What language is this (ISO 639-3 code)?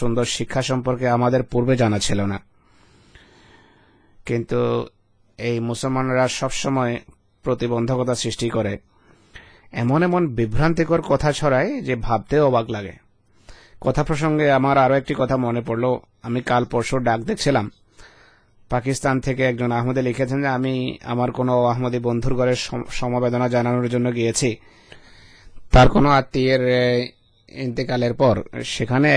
ben